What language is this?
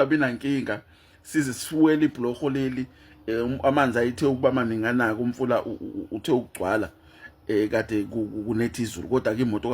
Zulu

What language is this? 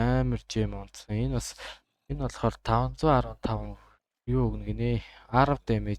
Mongolian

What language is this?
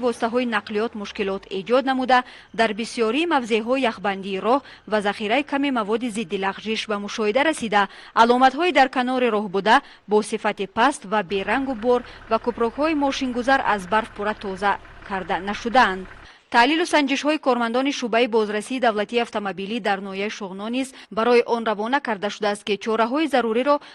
Tajik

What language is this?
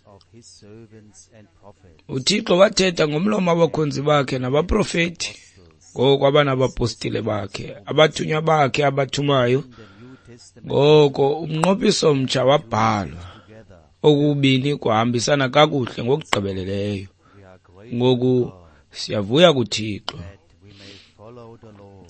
Xhosa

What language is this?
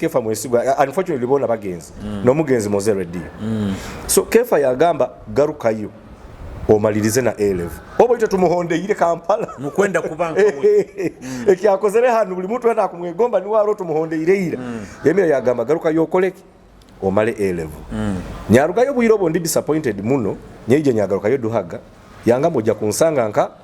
Nyoro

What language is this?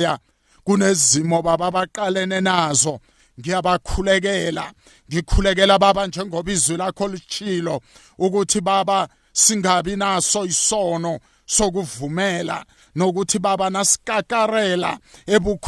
South Ndebele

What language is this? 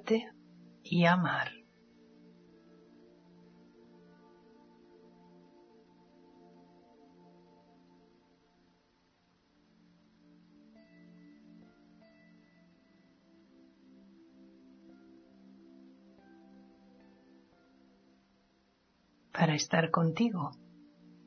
Spanish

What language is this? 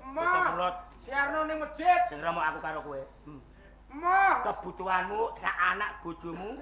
Javanese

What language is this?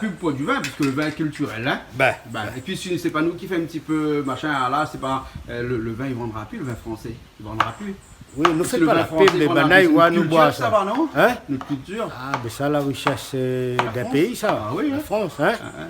Réunion Creole French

